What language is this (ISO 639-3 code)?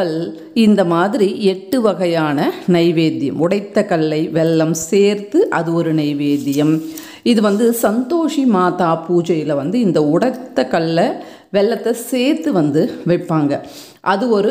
tam